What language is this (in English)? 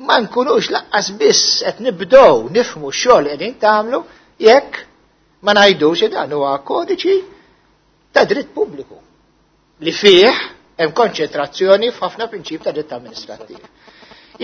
Maltese